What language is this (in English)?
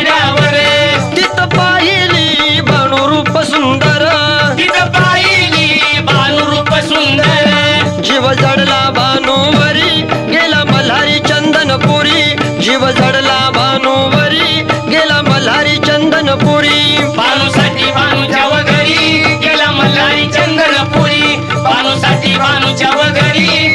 Marathi